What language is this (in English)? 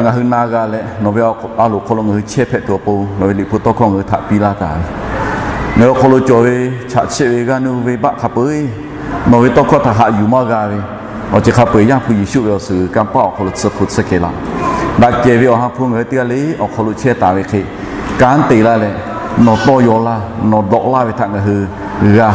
Lahu